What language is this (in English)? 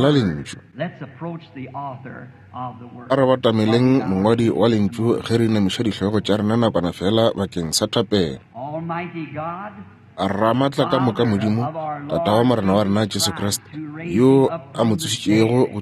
Northern Sotho